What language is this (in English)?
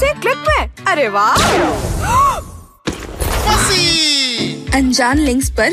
Hindi